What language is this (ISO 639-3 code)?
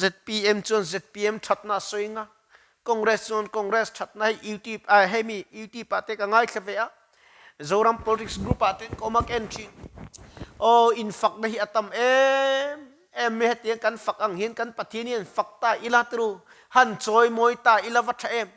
lus